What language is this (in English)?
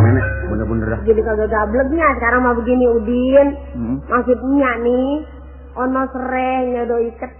Betawi